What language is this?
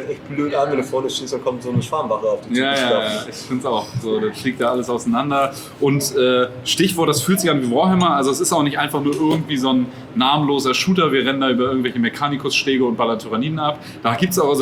German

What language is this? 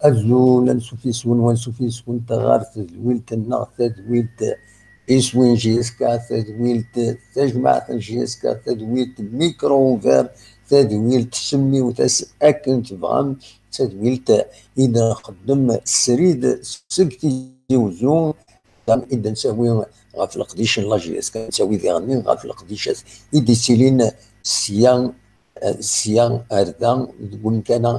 Kabyle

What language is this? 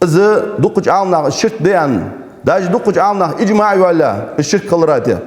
Ingush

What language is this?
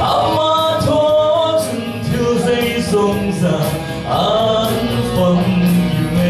Falam Chin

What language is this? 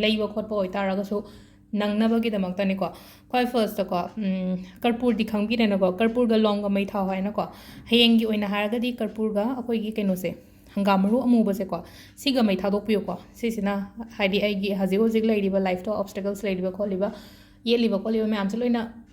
Manipuri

